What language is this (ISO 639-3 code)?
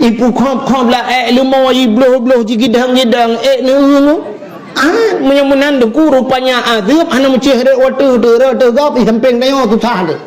ace